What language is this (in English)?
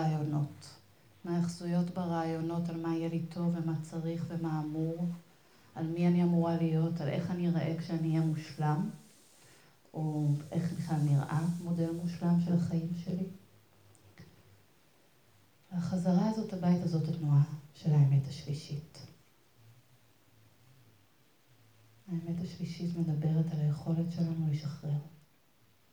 Hebrew